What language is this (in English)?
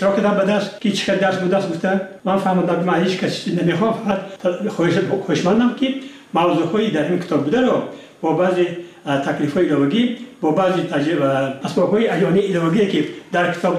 Tajik